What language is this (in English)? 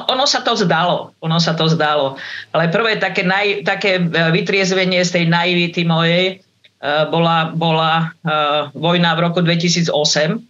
Slovak